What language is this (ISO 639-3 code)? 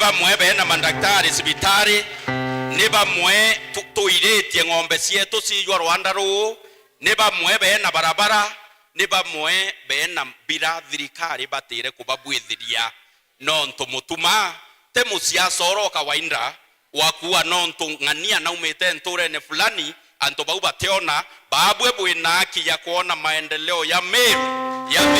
mer